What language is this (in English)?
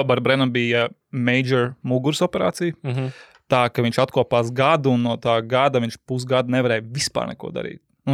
Latvian